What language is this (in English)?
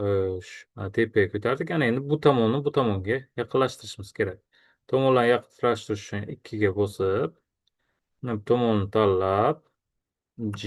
Uzbek